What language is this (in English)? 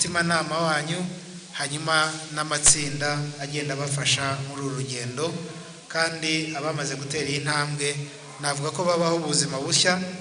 Kinyarwanda